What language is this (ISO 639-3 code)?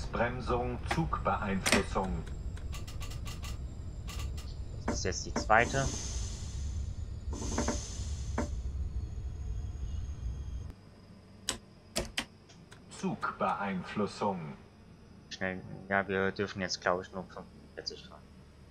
deu